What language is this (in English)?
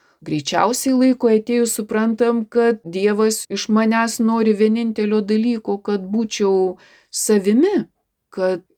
Lithuanian